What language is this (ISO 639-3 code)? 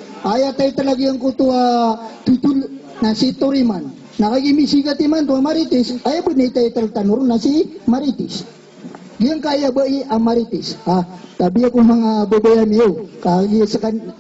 mrw